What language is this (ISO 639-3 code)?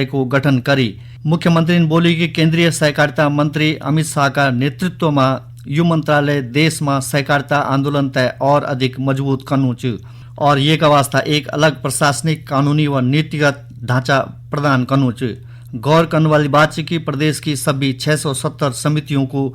gbm